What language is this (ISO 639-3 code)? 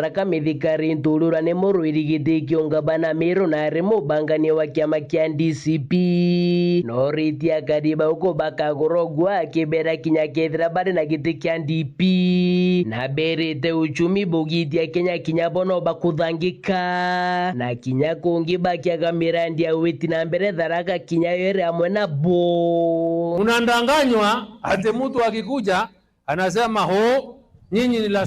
mer